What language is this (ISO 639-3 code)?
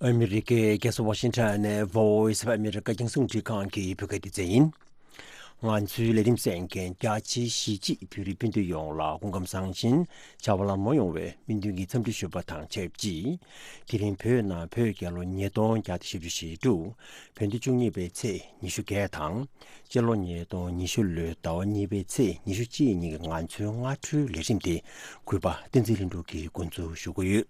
bod